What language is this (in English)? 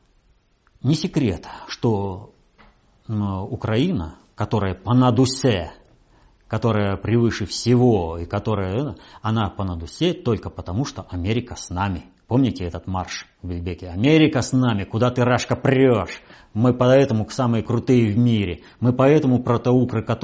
Russian